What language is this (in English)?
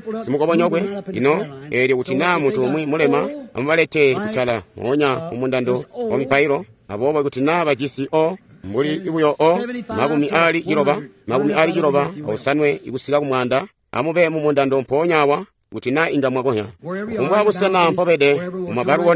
Tonga (Zambia)